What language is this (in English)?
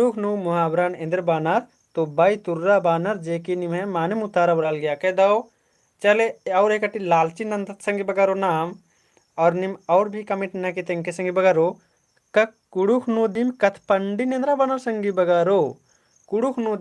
Kurukh